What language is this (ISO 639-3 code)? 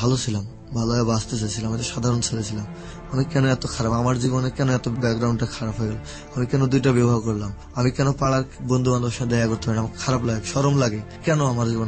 ben